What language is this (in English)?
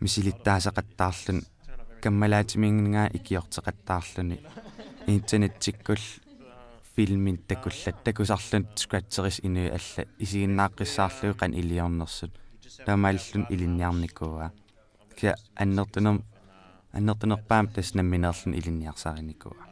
Kalaallisut